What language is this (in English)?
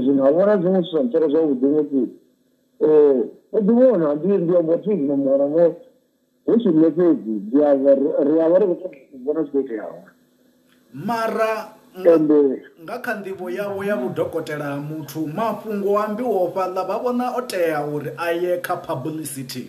Venda